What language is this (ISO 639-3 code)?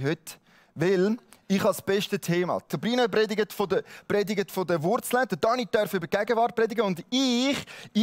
gsw